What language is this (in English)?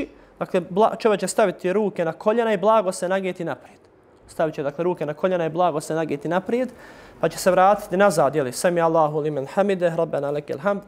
Bosnian